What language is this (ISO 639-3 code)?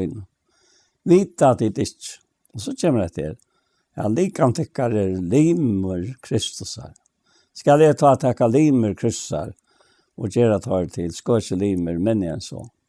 fao